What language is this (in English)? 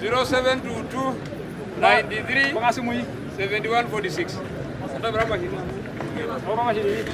Masai